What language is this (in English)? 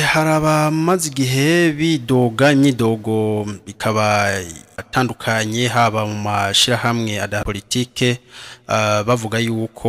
Rundi